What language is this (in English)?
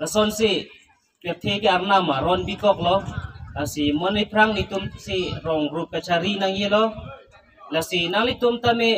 Karbi